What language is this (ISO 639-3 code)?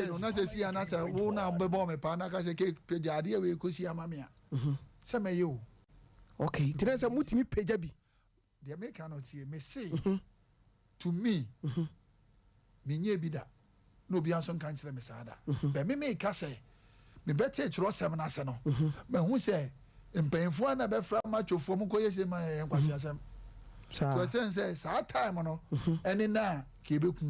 aka